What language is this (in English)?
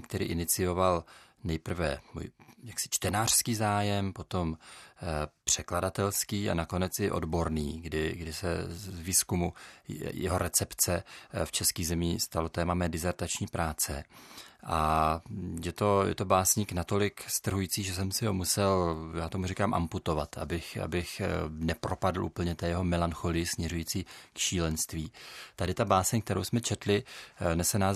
Czech